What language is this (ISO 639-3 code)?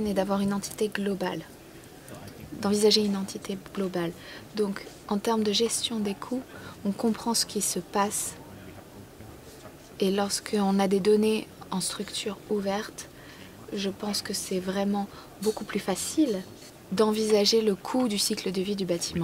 fra